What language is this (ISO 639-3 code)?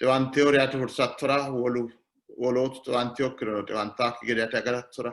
sid